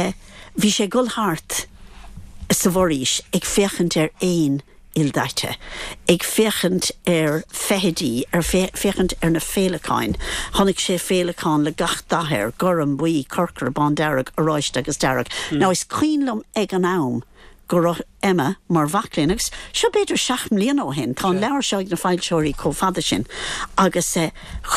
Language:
Irish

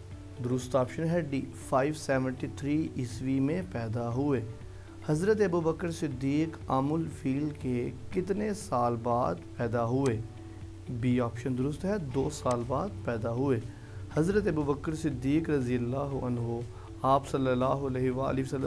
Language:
Urdu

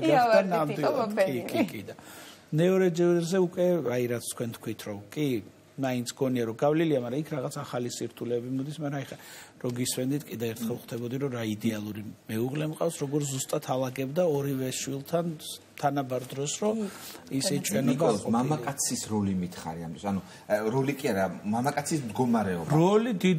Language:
Georgian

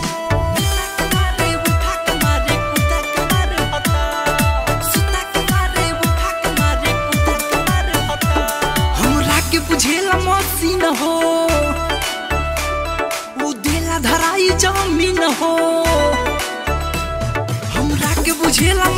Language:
Bhojpuri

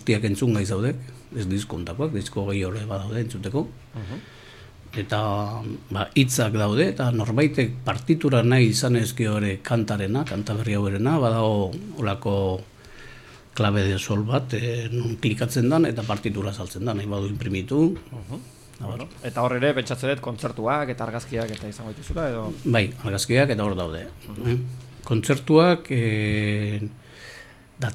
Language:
Basque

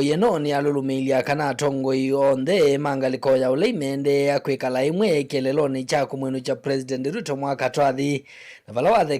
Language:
Kamba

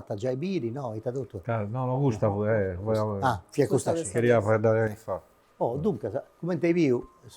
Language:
Sardinian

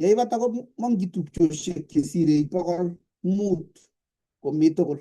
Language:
Kalenjin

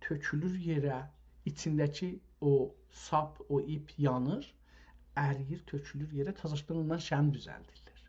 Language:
South Azerbaijani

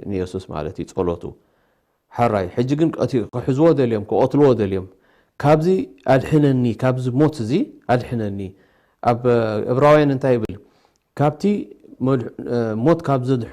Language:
Tigrinya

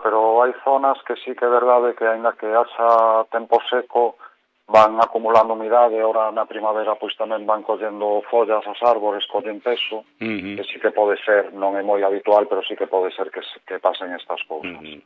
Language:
Galician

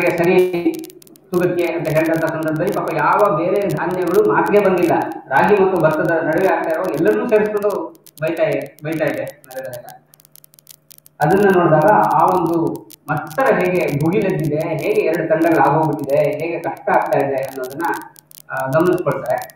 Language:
Kannada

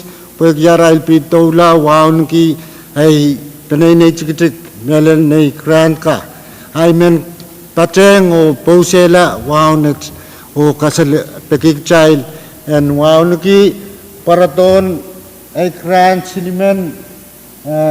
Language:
Pohnpeian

